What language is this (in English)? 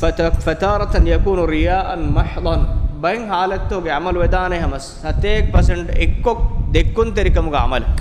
Divehi